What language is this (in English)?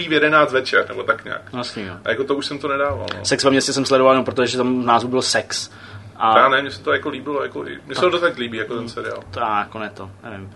Czech